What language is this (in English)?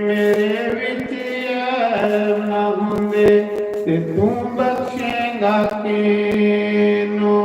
Dogri